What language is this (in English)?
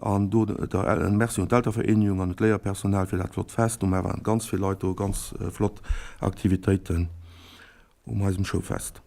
Luxembourgish